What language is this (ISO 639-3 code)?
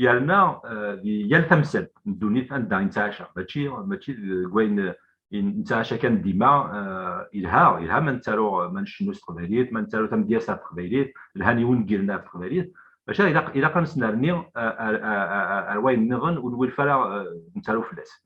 kab